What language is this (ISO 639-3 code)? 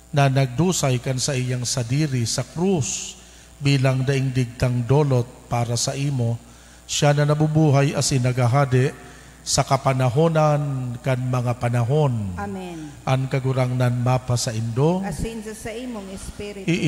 bik